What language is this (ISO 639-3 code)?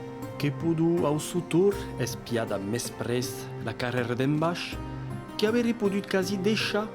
oci